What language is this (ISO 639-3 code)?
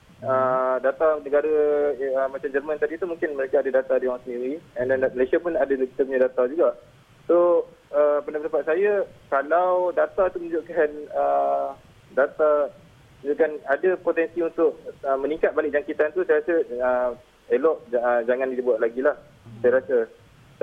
msa